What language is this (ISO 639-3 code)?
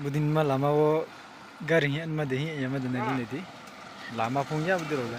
ria